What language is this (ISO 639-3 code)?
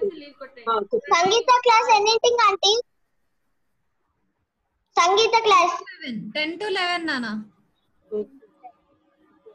tel